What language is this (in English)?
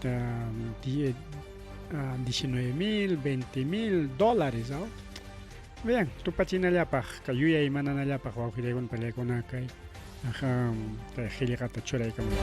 Ayacucho Quechua